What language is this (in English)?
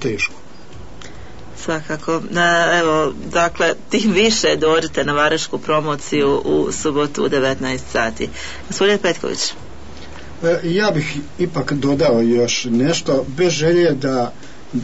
Bosnian